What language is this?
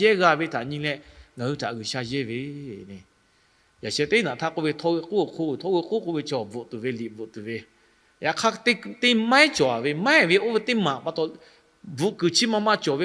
Lahu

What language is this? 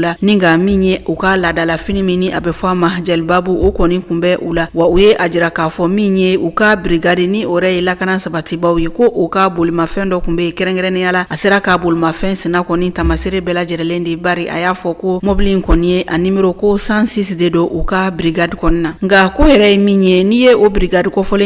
Bambara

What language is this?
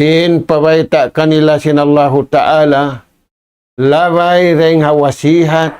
Tausug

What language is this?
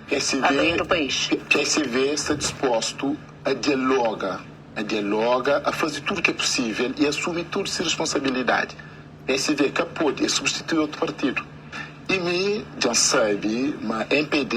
Kabuverdianu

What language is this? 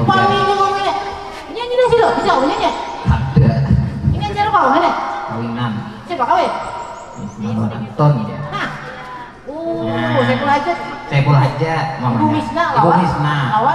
Banjar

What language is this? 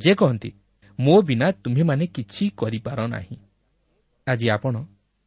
Odia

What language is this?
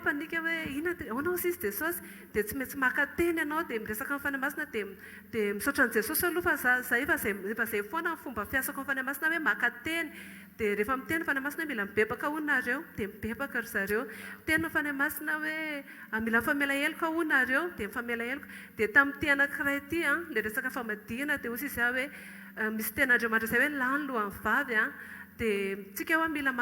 Malagasy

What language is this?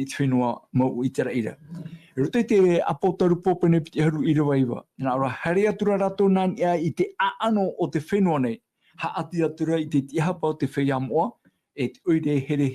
Tahitian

